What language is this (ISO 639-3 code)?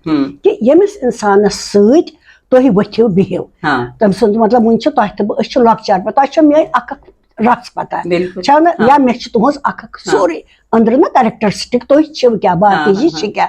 kas